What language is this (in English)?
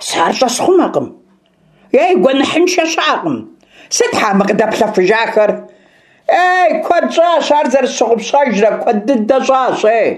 Kabardian